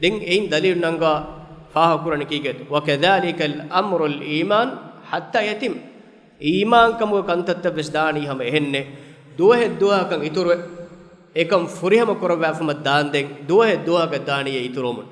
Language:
Divehi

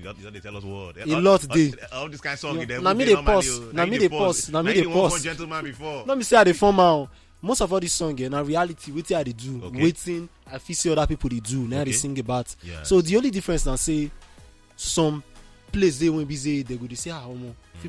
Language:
Nigerian Pidgin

